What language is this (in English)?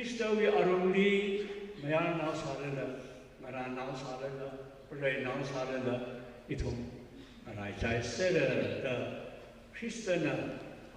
Tangkhul Naga (India)